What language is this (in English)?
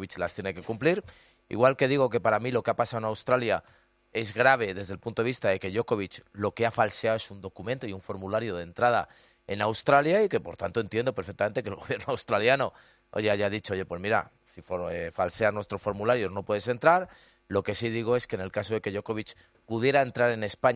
Spanish